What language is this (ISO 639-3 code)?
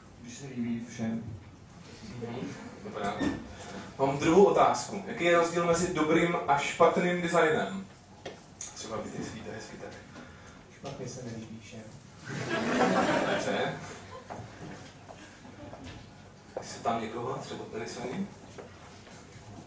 ces